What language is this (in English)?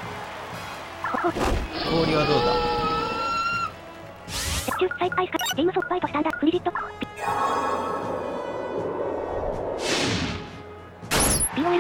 Japanese